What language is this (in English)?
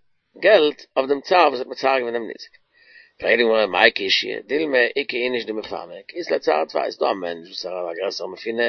Yiddish